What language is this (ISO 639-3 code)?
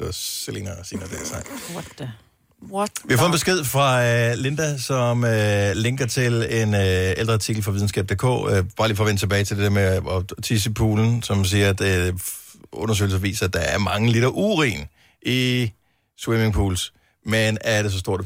dan